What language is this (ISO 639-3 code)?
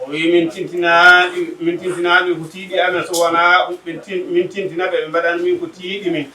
ful